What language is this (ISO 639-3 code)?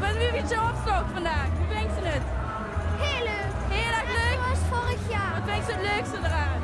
lim